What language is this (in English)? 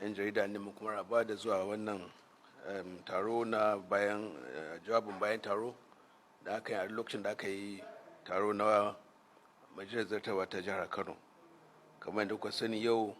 Hausa